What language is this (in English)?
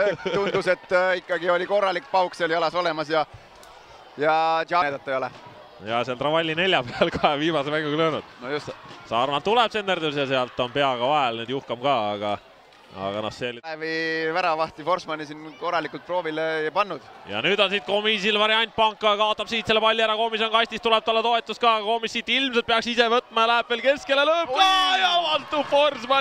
Estonian